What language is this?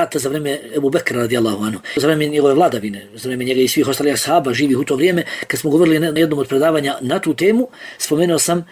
Bosnian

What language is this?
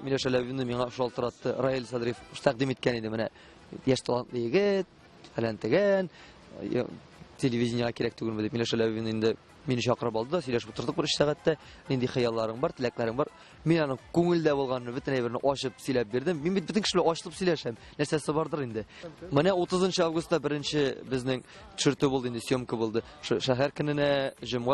Tatar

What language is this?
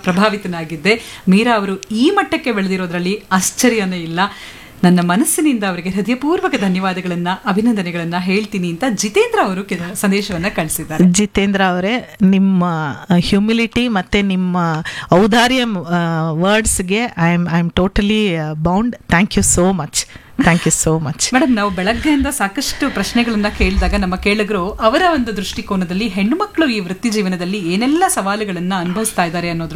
Kannada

